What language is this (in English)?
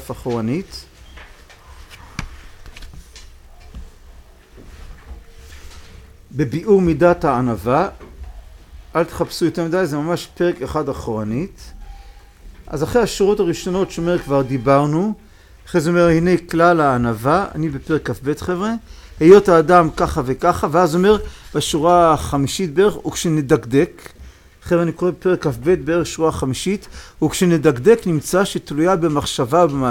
Hebrew